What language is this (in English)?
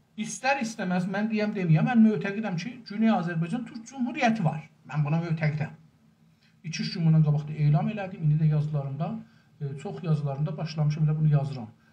South Azerbaijani